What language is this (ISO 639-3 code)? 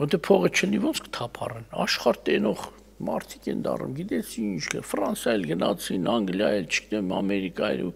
hye